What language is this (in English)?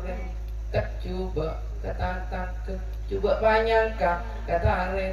Madurese